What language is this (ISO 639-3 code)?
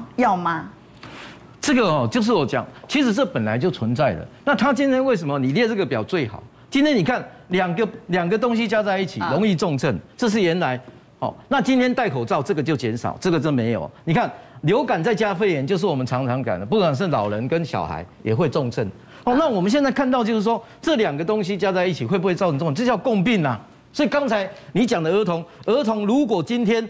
zho